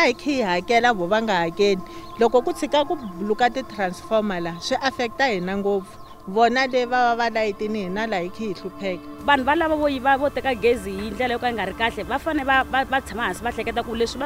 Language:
Tsonga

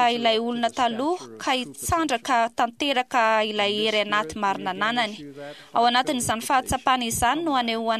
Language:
Malagasy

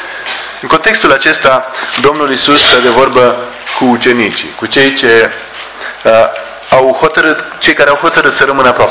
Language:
Romanian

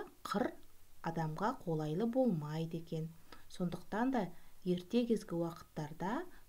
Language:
Kazakh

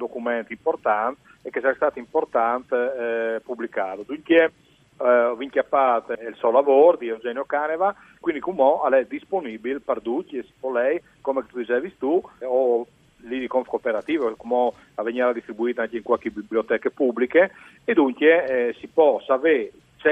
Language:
Friulian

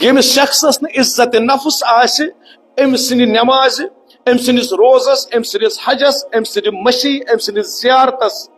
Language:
Kashmiri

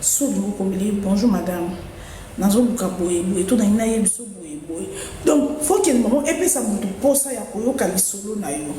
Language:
Lingala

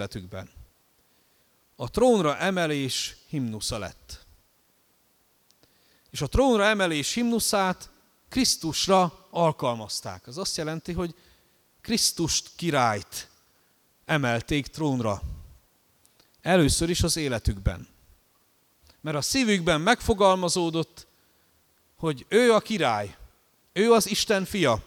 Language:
Hungarian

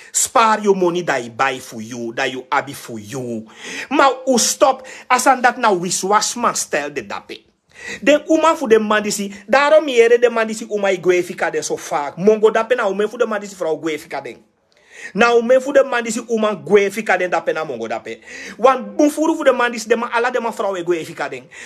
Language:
Sranan Tongo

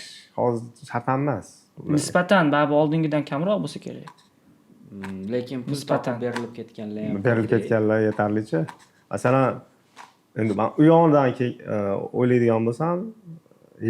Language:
Uzbek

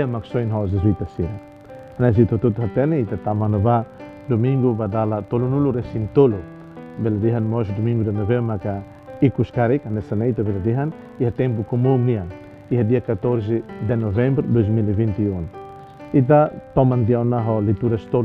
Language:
Tetum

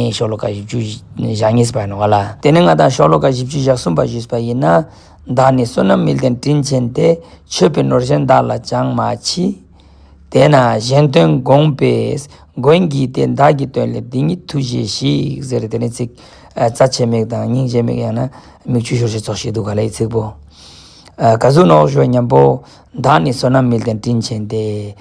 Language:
Ladakhi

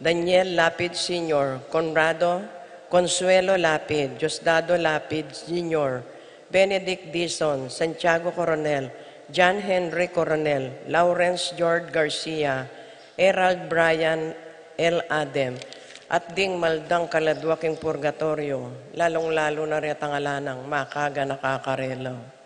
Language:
Pampanga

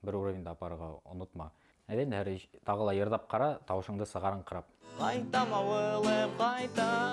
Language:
Bashkir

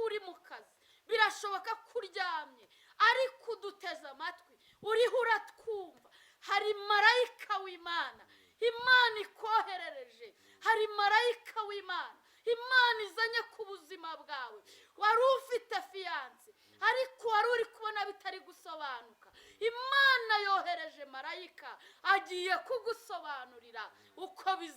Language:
Kinyarwanda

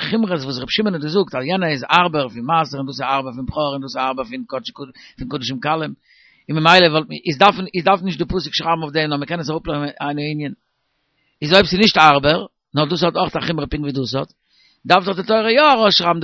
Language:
Yiddish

